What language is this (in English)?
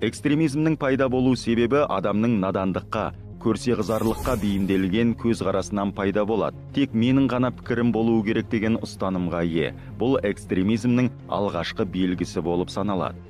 Kazakh